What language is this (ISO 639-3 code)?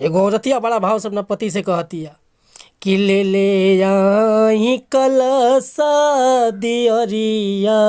bho